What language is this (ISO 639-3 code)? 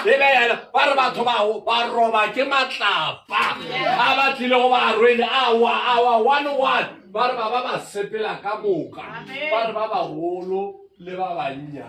nso